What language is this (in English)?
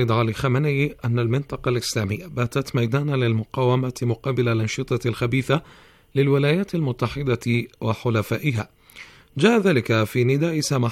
Arabic